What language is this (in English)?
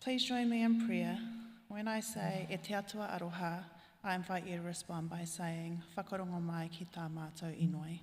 Māori